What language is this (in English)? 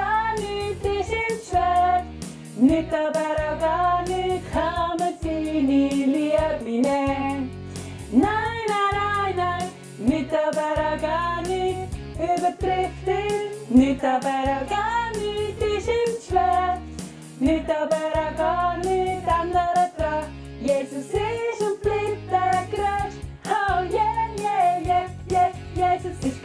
Swiss German